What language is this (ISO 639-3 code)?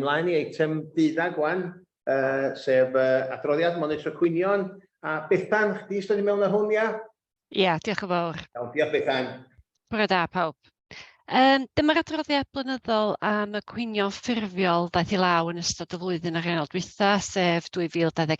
cym